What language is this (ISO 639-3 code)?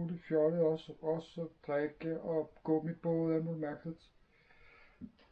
dan